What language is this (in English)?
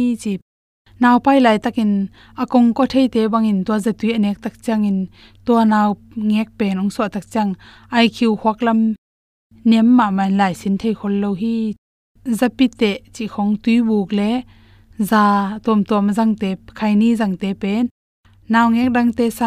Tedim Chin